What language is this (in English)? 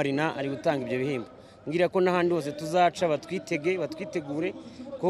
Kinyarwanda